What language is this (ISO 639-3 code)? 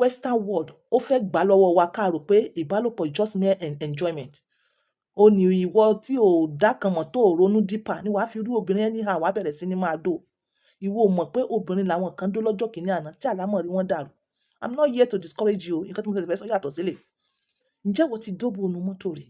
yor